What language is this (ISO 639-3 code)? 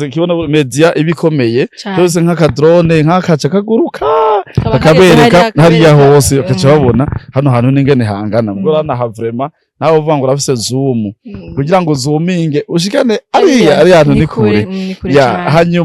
run